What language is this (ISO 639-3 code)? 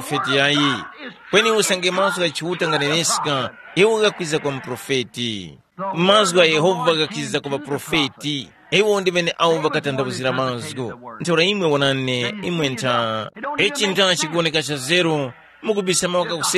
tum